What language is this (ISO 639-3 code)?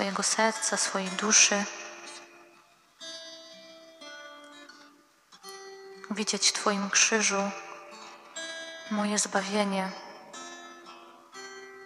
pol